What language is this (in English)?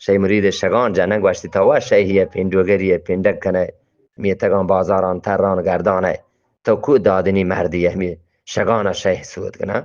Eastern Balochi